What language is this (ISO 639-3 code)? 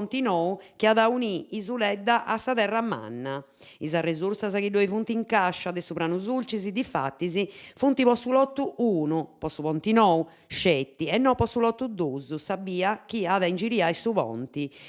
srd